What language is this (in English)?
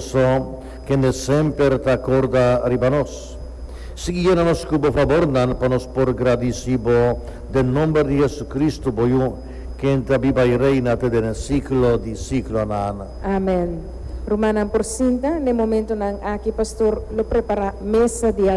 Papiamento